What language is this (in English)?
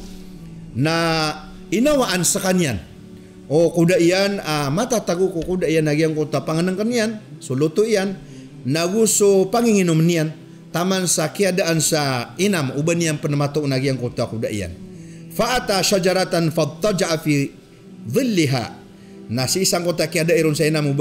Maranao